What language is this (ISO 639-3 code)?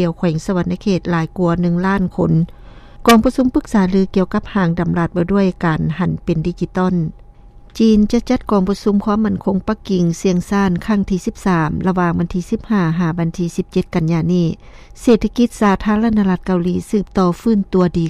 lao